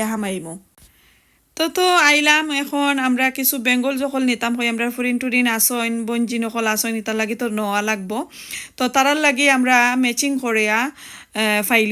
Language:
Sylheti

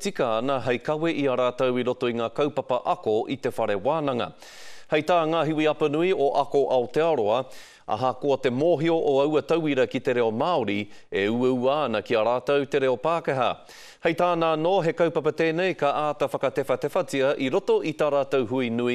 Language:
Māori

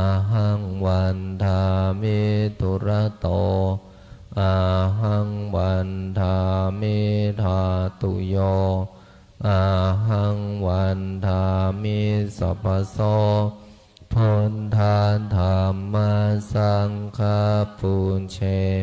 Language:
Pali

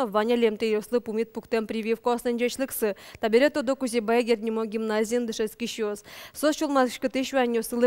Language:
Udmurt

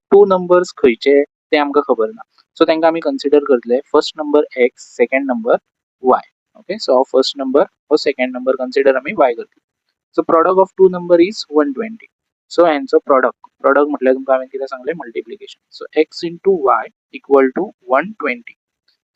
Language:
Konkani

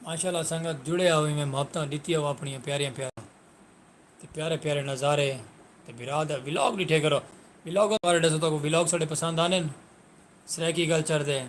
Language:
Saraiki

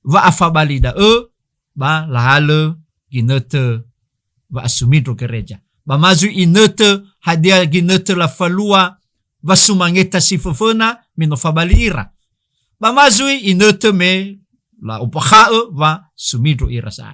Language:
Nias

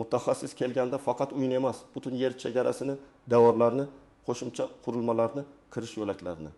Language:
Uzbek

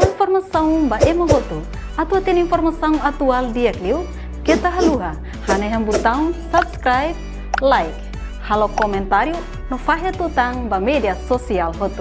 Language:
Tetum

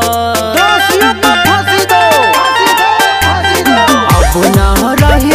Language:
Bhojpuri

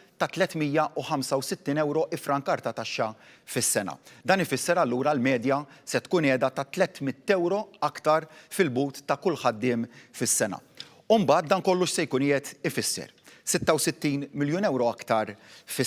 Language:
Maltese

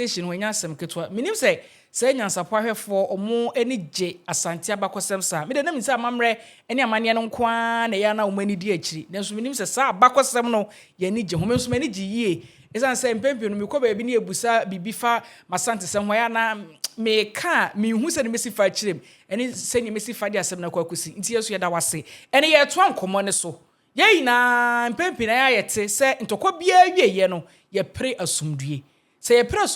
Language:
Akan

